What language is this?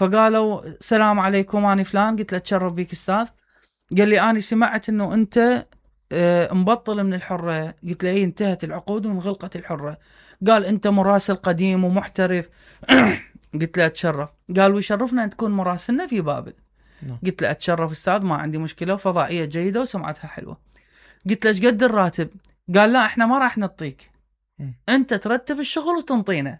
Mesopotamian Arabic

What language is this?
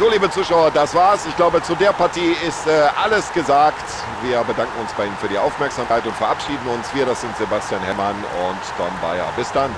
Bavarian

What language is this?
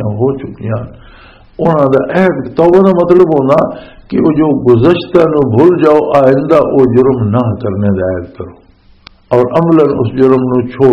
Western Panjabi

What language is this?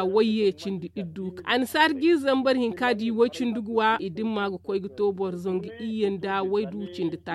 Zarma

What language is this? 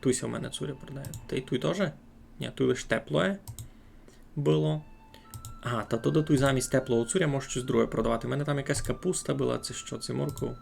Rusyn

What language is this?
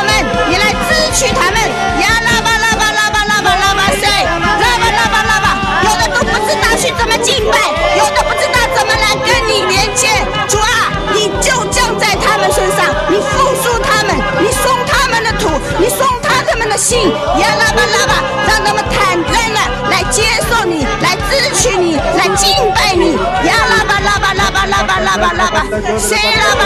Chinese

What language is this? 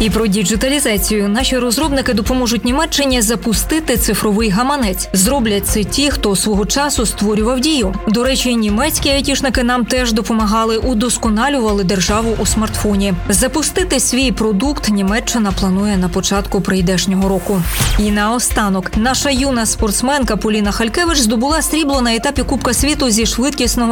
Ukrainian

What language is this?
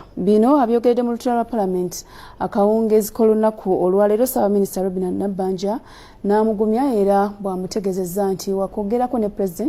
Ganda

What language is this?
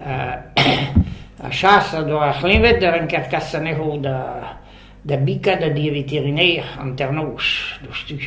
Breton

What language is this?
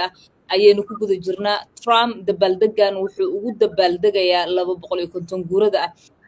Somali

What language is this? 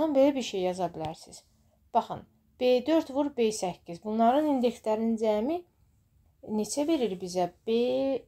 Azerbaijani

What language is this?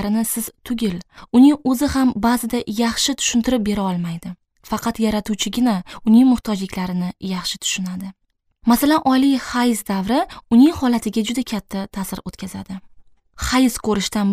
Uzbek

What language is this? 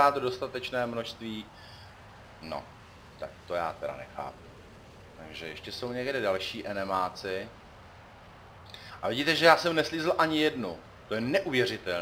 Czech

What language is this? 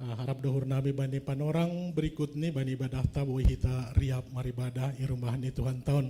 Batak Simalungun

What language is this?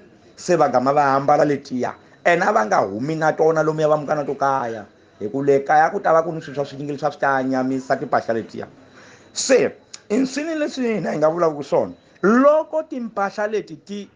Tsonga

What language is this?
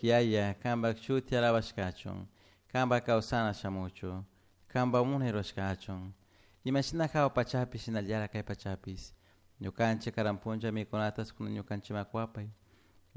Chimborazo Highland Quichua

